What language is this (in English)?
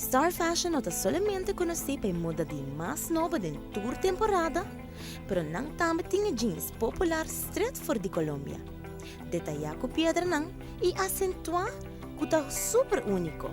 Papiamento